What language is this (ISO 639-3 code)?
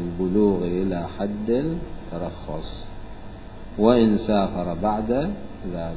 acm